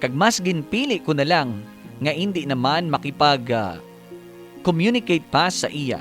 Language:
Hiligaynon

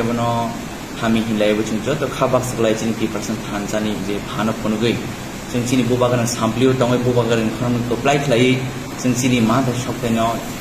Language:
Kok Borok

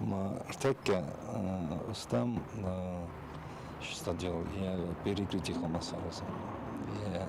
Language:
Ossetic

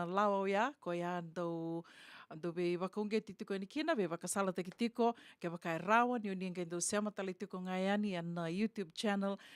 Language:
Fijian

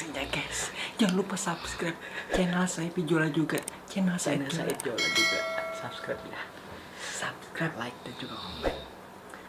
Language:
Banjar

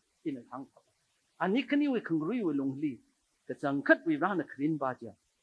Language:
Tangkhul Naga (India)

